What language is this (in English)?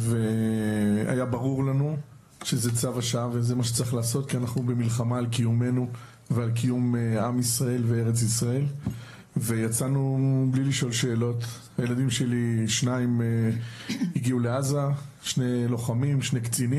Hebrew